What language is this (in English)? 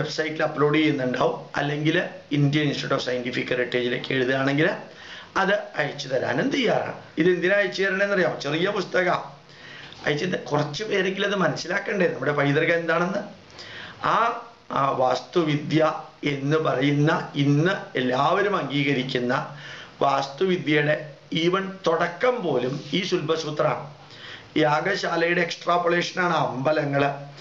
Malayalam